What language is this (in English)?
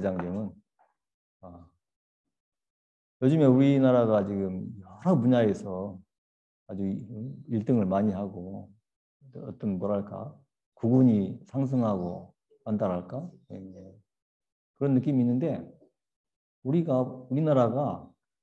Korean